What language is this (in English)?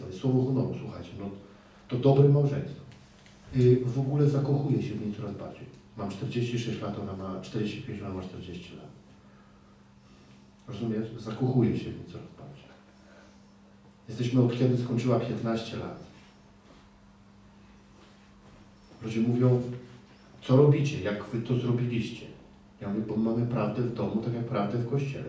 Polish